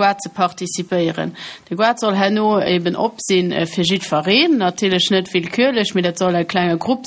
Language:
Luxembourgish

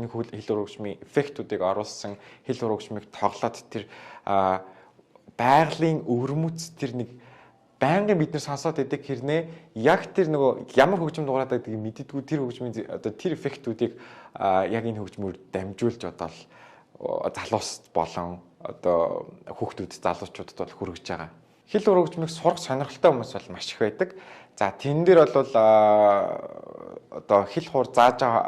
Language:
Mongolian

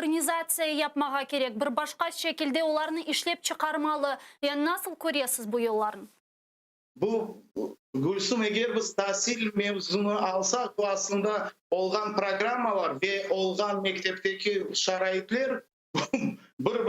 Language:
Crimean Tatar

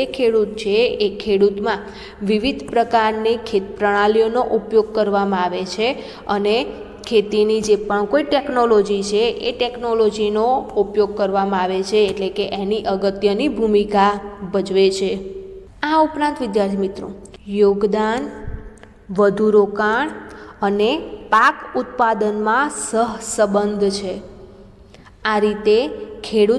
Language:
Gujarati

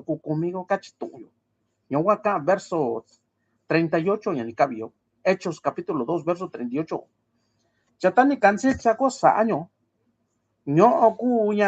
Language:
Mixtepec Mixtec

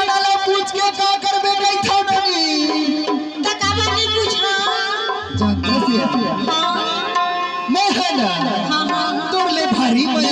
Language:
Chhattisgarhi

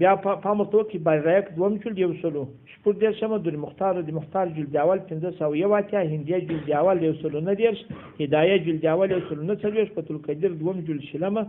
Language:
Pashto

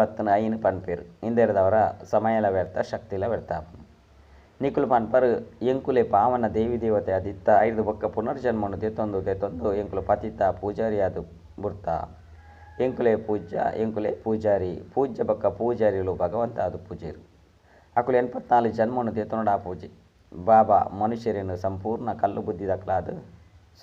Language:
Tulu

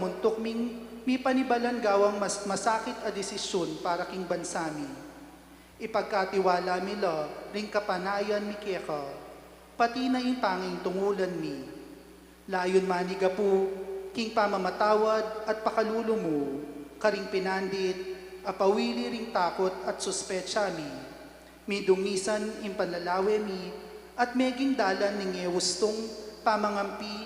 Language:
Pampanga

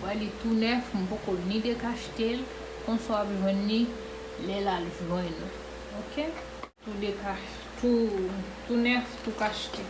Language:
Haitian Creole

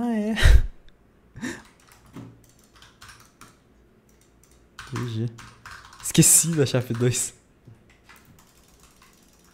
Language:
Portuguese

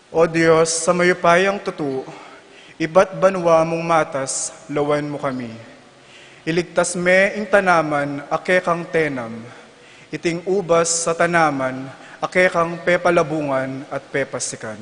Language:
Pampanga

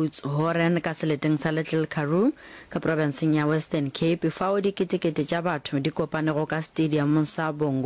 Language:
Northern Sotho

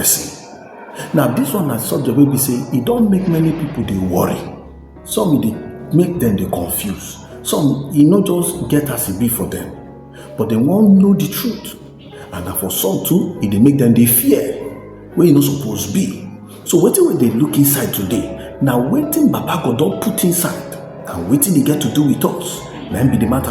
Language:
Nigerian Pidgin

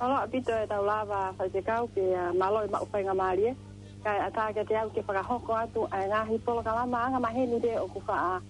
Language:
Tongan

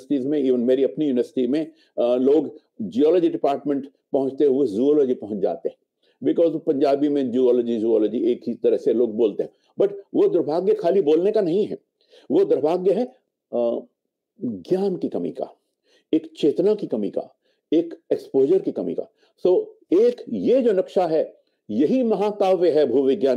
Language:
Hindi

